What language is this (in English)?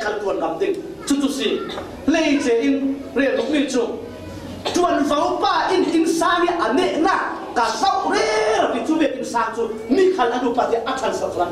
Falam Chin